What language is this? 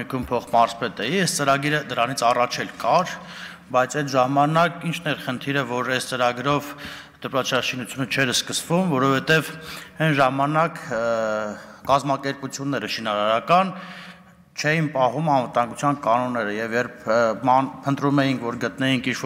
Armenian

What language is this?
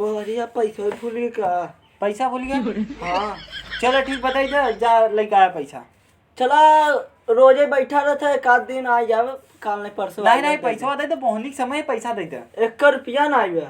Awadhi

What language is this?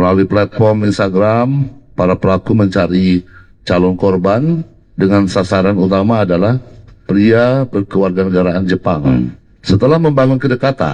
Indonesian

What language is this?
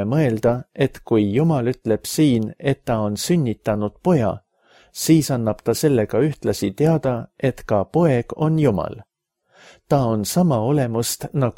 Estonian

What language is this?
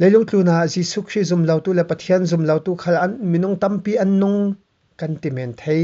Falam Chin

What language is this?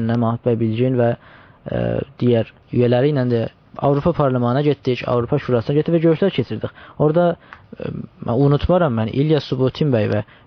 South Azerbaijani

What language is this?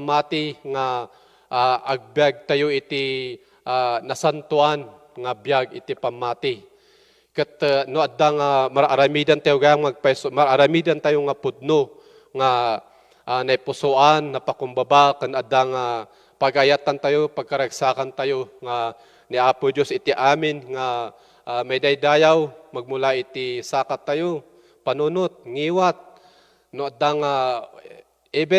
Iloko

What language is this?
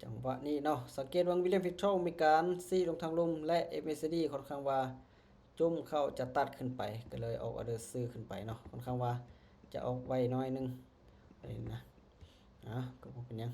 Lao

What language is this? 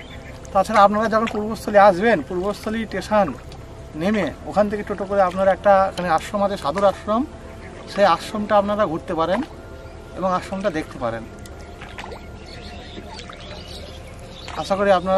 Bangla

